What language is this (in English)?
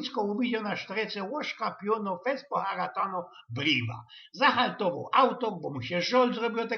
Silesian